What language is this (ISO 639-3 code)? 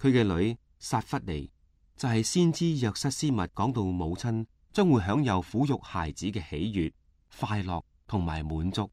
yue